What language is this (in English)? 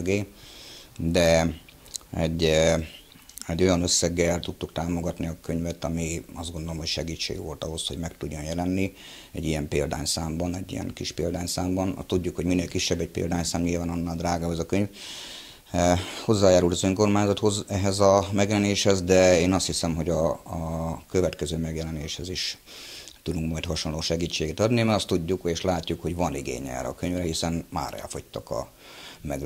Hungarian